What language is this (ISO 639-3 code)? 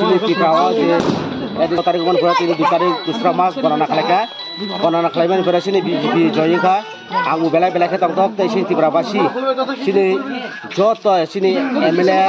trp